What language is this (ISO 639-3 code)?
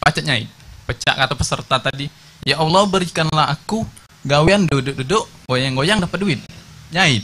mui